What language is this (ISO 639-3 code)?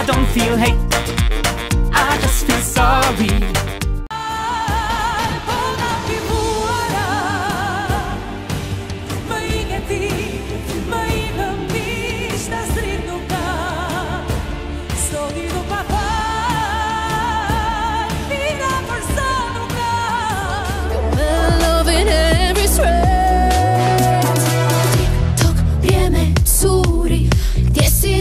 eng